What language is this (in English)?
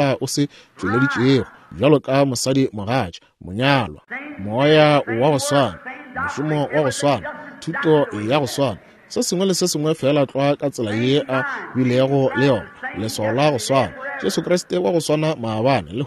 Northern Sotho